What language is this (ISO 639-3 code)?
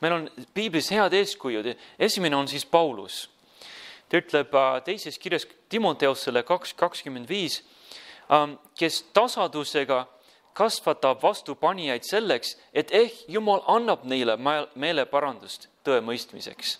est